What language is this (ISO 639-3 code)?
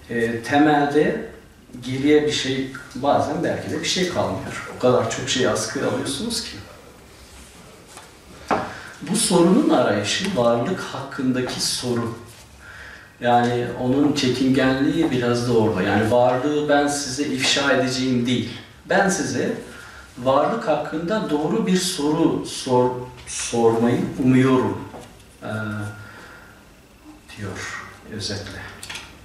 tur